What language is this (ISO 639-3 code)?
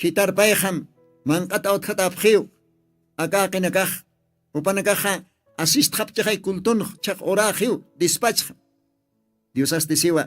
aym